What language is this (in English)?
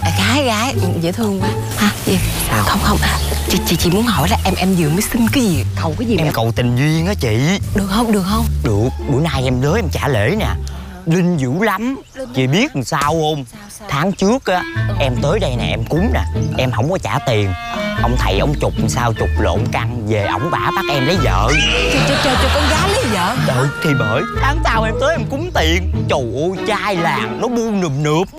Vietnamese